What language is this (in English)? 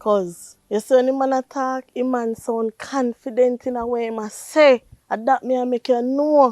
Jamaican Creole English